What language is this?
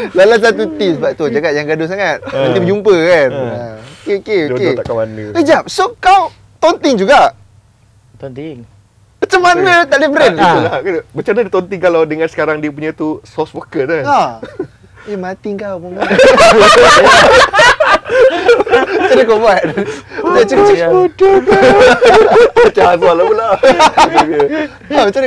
Malay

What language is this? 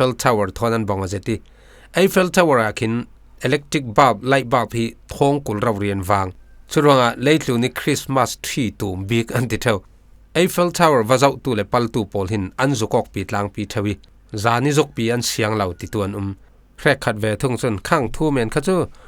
Falam Chin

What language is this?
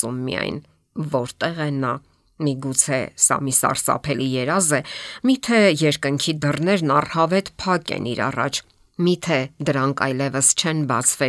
Armenian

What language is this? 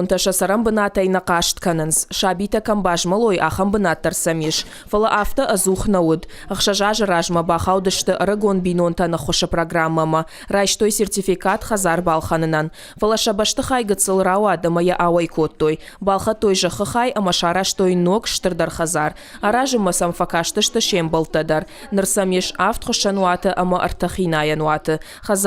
Ossetic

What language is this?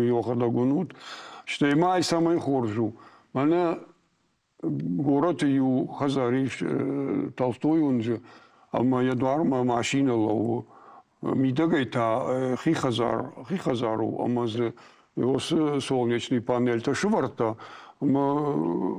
Ossetic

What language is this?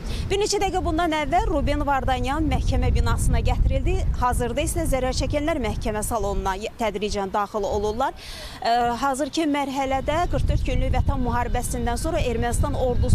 Azerbaijani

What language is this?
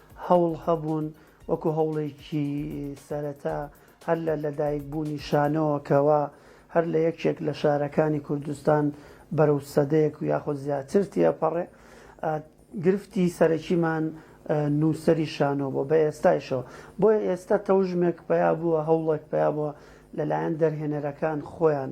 Central Kurdish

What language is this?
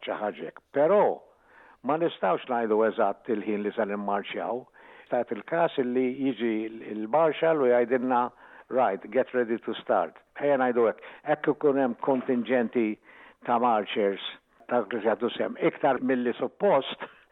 Maltese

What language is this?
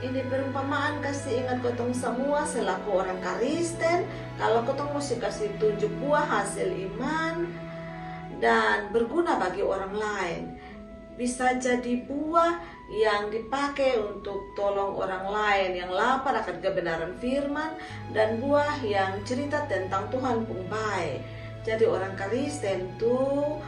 Kupang Malay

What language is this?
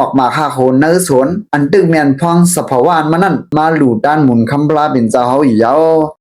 Shan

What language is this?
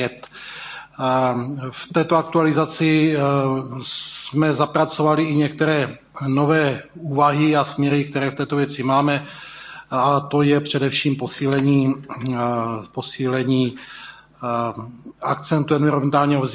Czech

